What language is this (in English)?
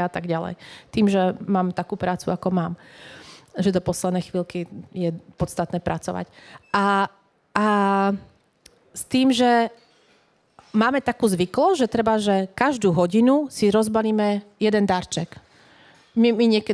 Slovak